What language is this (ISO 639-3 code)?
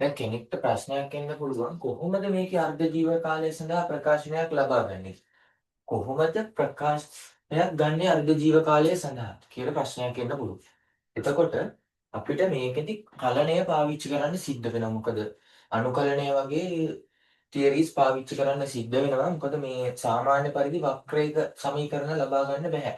sin